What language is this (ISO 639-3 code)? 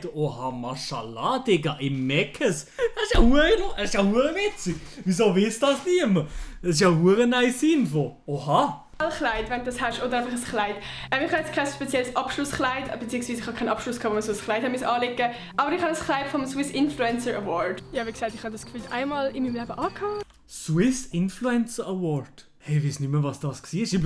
gsw